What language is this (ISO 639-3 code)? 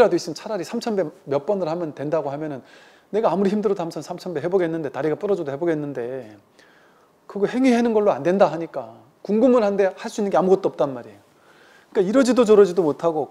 kor